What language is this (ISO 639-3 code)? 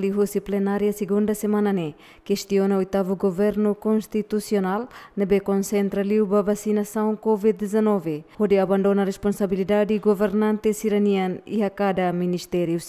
tet